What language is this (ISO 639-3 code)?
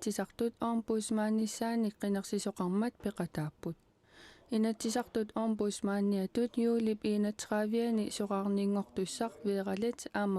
kal